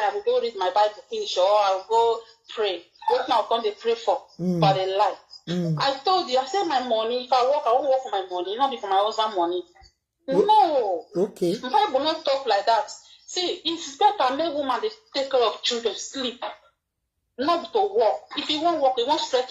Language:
Nigerian Pidgin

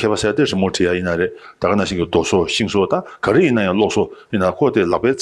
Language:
Tibetan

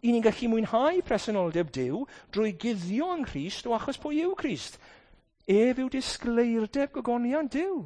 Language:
Welsh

